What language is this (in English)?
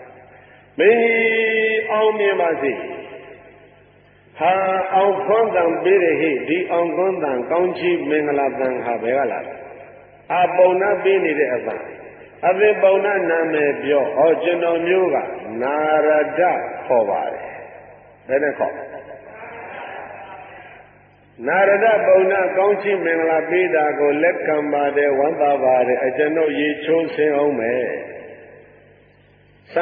Burmese